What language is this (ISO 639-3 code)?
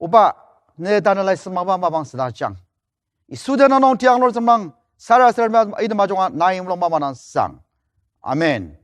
njo